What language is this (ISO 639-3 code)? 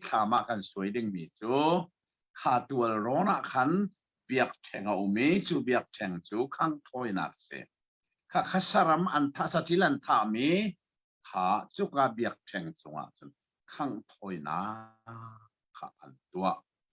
cnh